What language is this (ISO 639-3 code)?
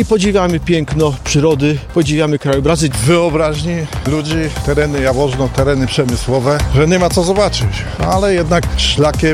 pol